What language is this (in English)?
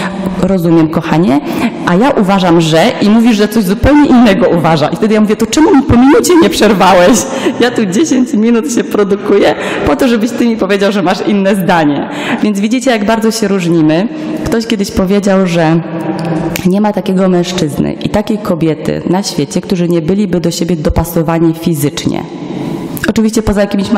Polish